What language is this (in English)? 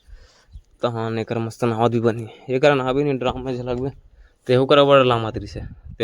Chhattisgarhi